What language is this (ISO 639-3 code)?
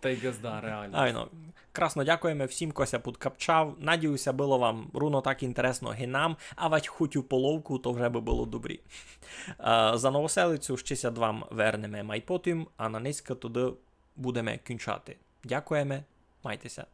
rue